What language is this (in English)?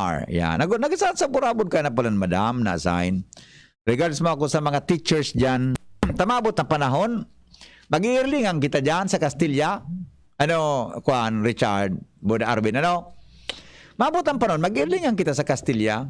Bikol